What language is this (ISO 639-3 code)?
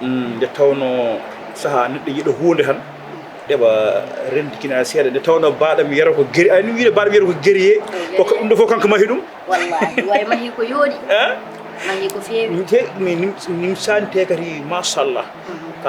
ful